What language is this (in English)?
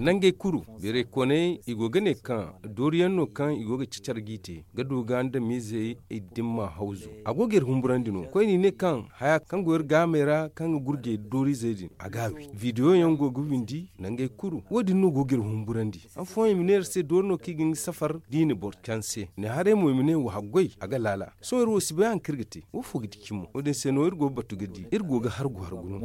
Zarma